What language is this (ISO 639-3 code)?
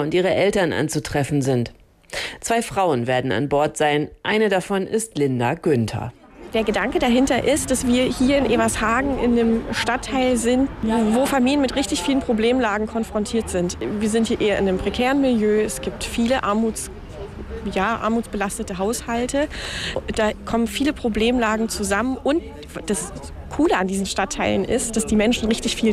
deu